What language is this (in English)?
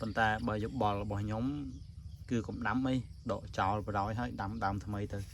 Khmer